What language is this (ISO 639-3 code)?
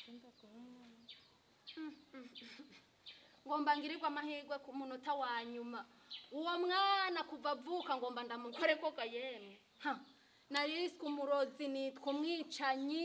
run